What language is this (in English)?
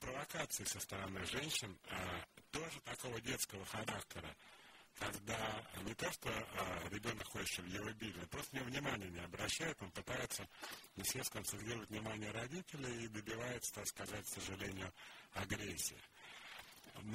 Russian